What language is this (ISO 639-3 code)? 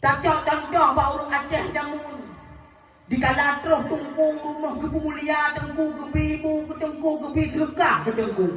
ace